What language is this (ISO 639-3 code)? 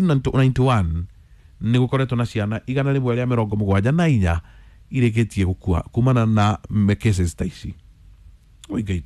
kik